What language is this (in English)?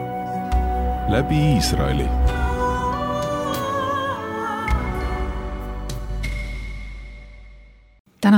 Estonian